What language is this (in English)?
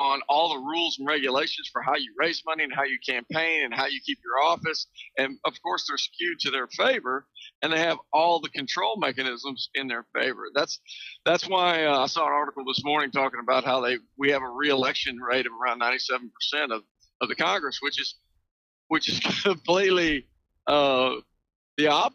English